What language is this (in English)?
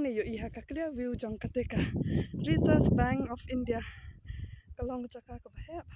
Khasi